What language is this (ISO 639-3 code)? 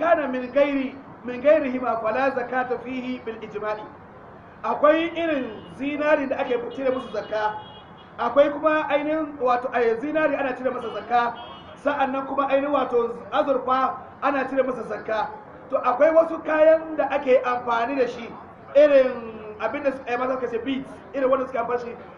hau